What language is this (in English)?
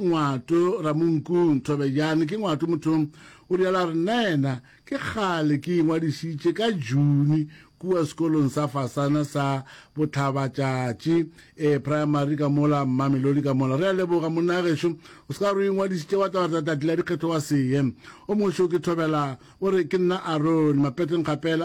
Northern Sotho